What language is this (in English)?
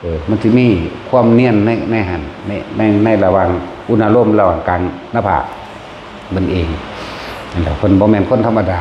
Northeastern Thai